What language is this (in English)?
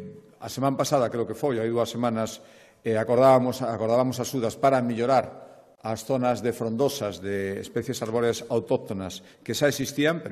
Galician